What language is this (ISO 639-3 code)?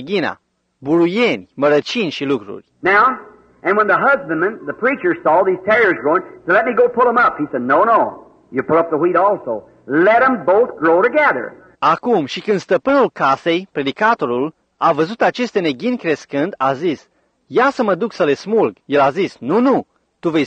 ron